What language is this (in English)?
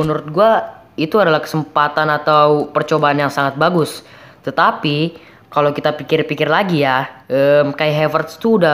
Indonesian